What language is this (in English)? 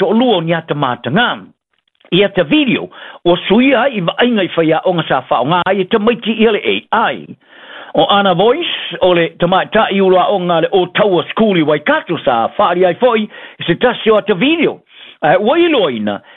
Samoan